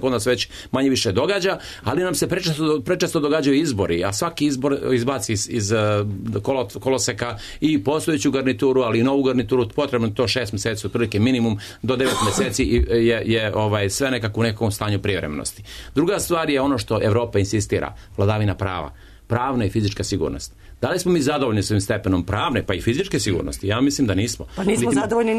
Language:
Serbian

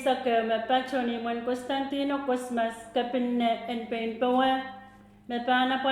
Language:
Pohnpeian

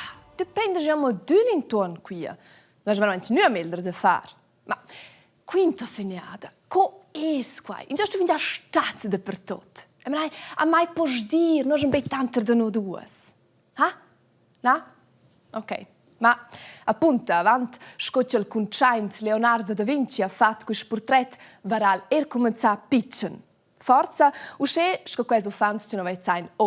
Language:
Romansh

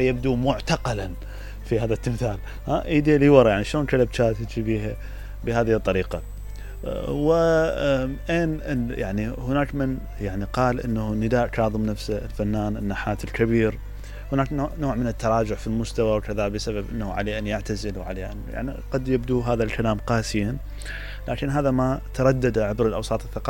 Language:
Mesopotamian Arabic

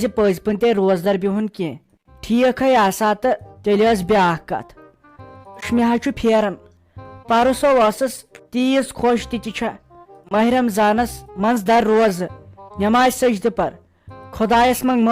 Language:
Kashmiri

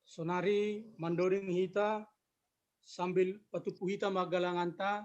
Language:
Batak Simalungun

